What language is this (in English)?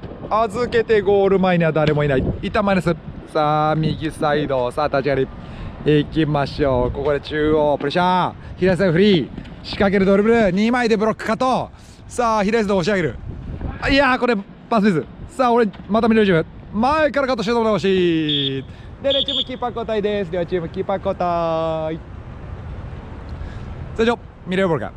Japanese